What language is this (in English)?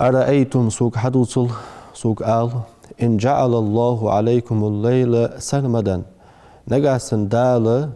Ingush